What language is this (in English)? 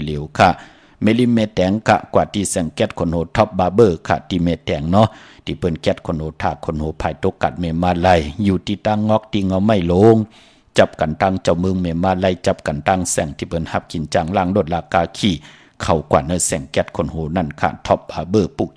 Shan